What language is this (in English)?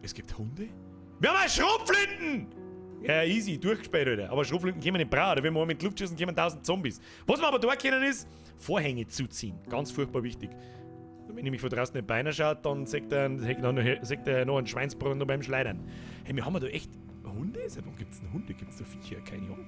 Bavarian